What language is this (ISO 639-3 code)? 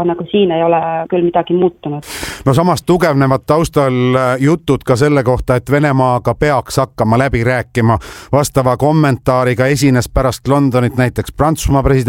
est